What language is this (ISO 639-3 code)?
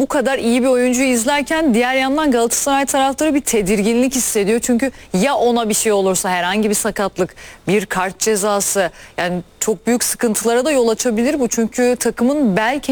tur